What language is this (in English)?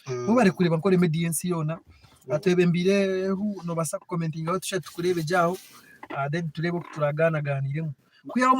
Nyankole